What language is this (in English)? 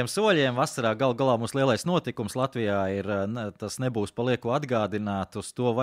Latvian